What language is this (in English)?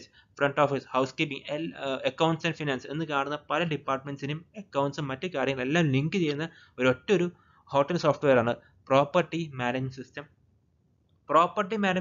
Malayalam